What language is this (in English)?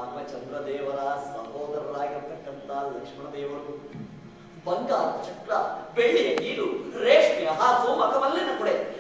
Kannada